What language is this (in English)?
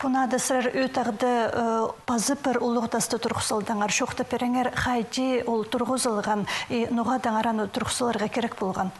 Khakas